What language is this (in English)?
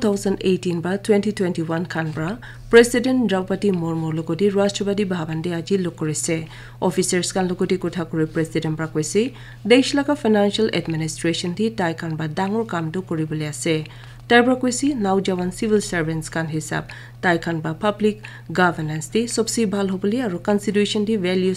Naga Pidgin